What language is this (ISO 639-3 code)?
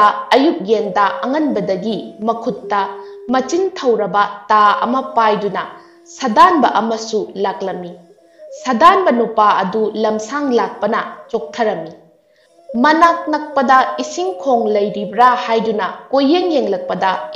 mni